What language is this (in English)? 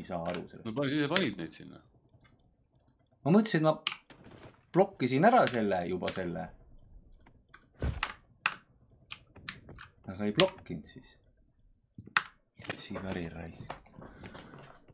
Estonian